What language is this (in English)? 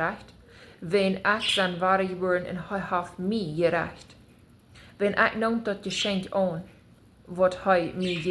Plautdietsch